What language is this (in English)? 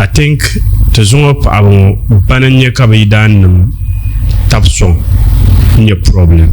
Dagbani